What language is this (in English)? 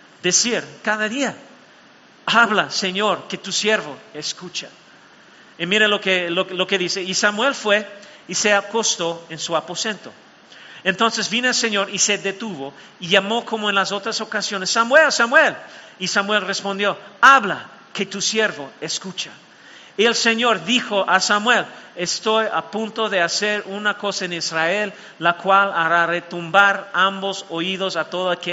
Spanish